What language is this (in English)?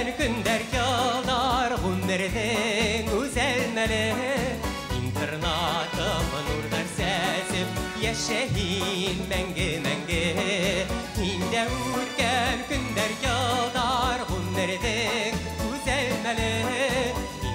Bashkir